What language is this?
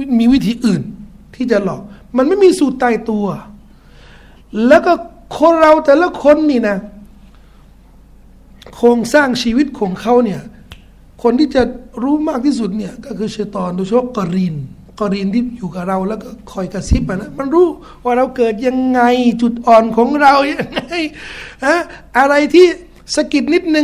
Thai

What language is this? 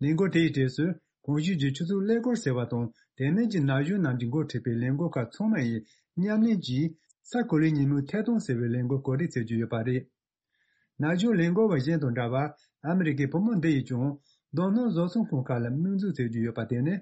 Tibetan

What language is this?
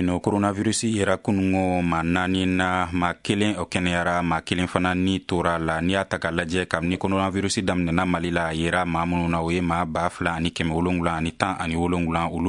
Bambara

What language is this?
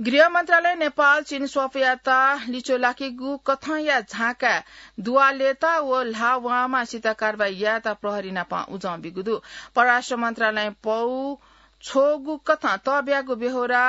Newari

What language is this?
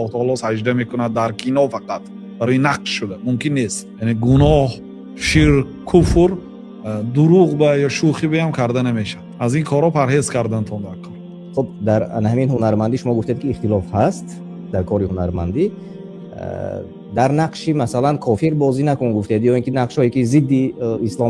Tajik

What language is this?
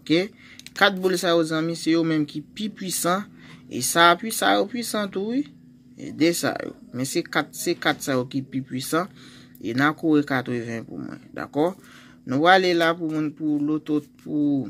Haitian Creole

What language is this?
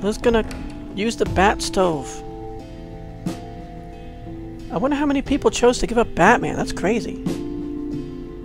English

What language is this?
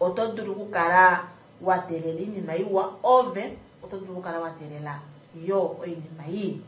Kuanyama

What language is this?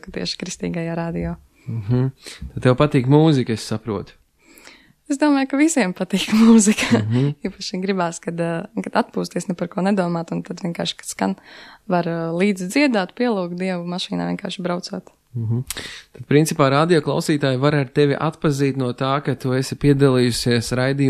Latvian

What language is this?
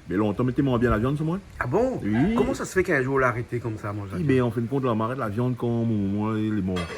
Réunion Creole French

